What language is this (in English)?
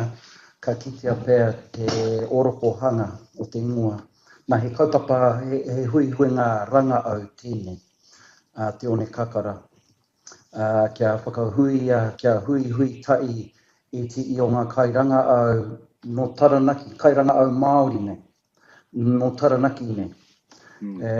Māori